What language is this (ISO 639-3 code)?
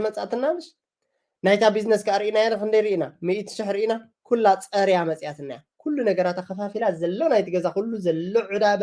tir